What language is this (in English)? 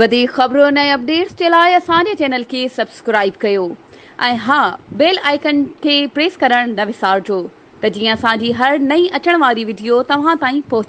Sindhi